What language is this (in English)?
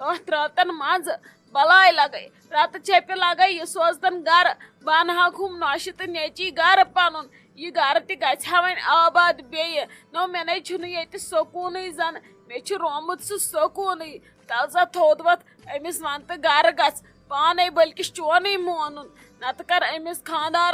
Kashmiri